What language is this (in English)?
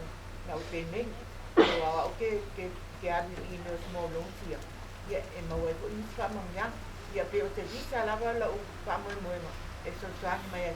Samoan